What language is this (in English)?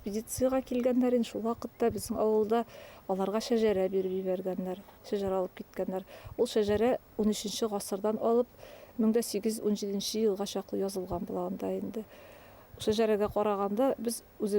Bashkir